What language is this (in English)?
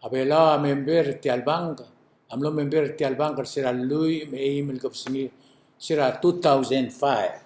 Palauan